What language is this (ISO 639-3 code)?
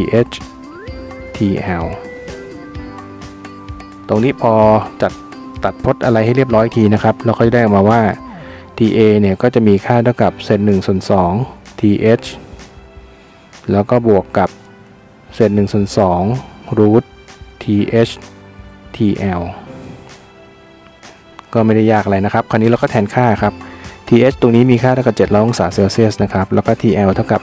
tha